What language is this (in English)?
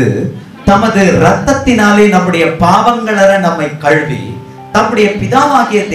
Tamil